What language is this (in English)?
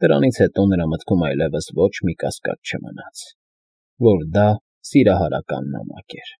Armenian